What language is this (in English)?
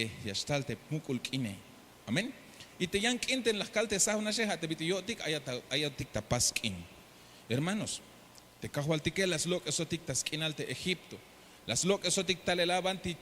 Tzeltal